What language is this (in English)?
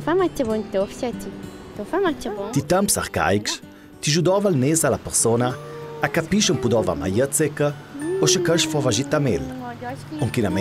Ladin